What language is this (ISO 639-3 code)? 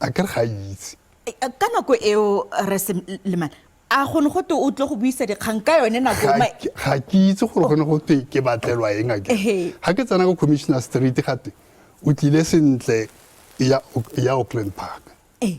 tsn